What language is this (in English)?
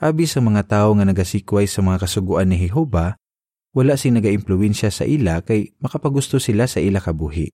Hiligaynon